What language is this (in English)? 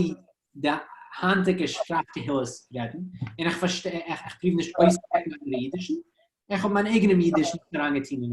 Yiddish